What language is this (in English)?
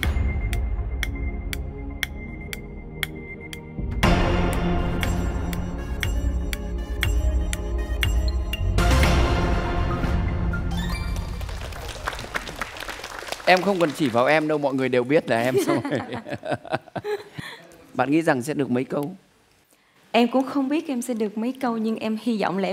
Vietnamese